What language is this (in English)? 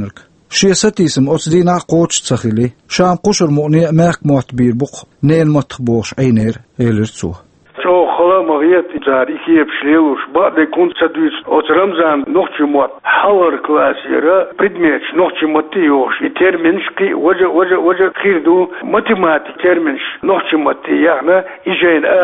Chechen